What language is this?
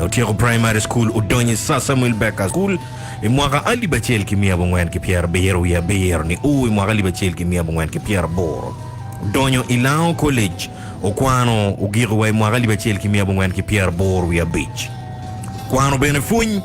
Acoli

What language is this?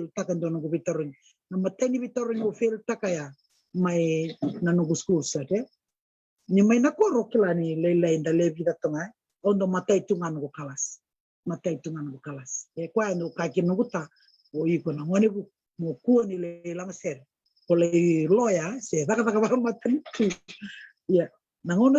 Fijian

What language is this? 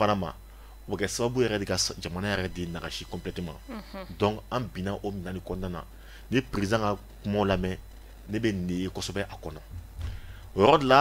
Bambara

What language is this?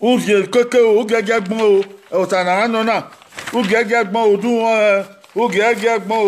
Bini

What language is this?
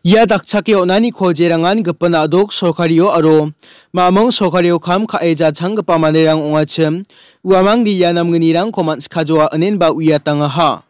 Garo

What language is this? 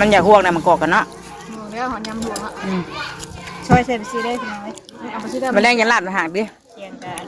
Northeastern Thai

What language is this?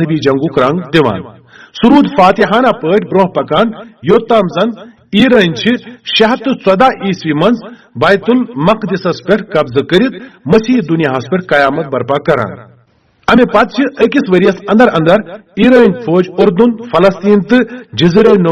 Kashmiri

